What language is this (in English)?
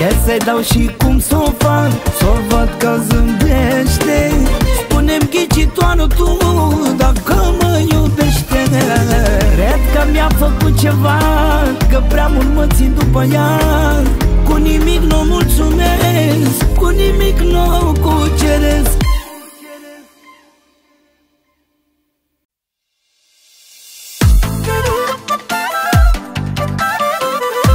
Romanian